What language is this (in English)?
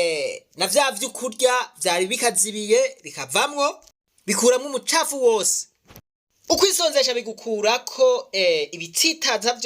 Rundi